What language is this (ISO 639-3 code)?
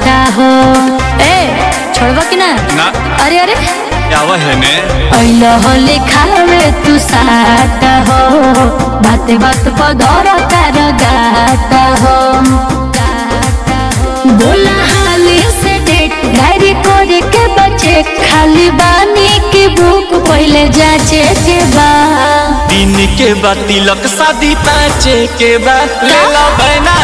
bho